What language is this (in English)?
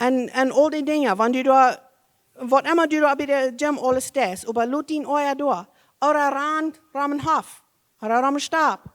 Plautdietsch